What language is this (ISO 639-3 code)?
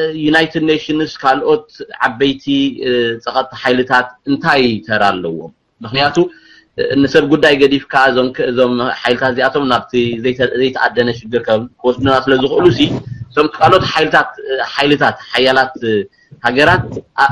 tir